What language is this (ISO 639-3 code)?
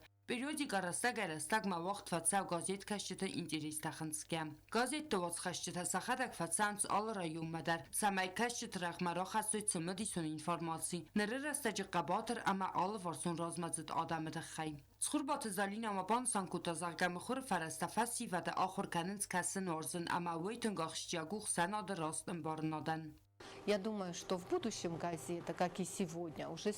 oss